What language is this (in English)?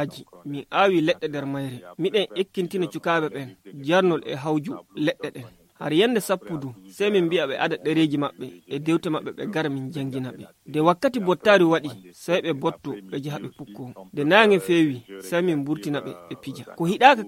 Nigerian Fulfulde